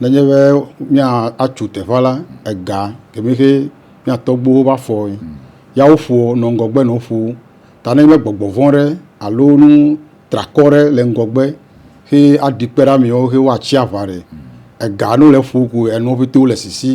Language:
Ewe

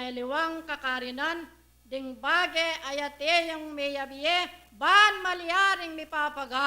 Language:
Pampanga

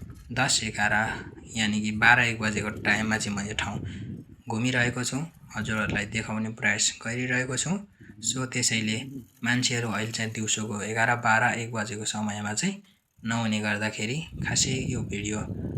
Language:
Nepali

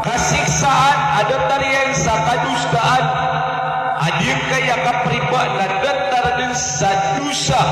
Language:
Maranao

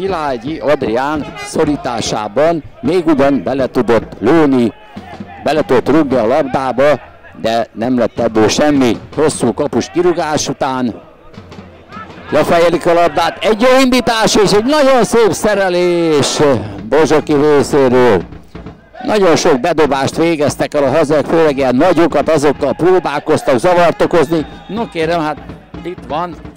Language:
Hungarian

